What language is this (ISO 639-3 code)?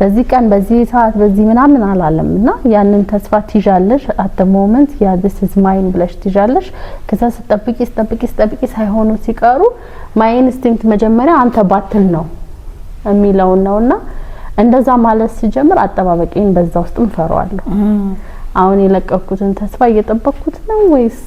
amh